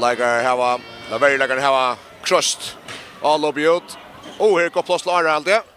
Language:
Faroese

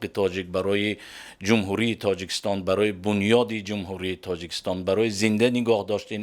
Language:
Tajik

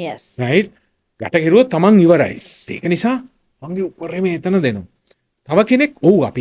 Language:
Sinhala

